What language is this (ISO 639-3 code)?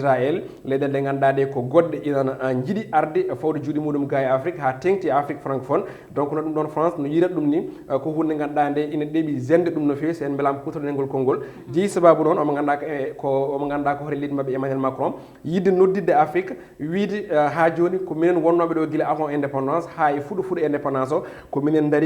ful